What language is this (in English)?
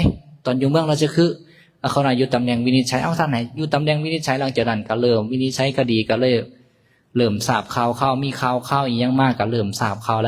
Lao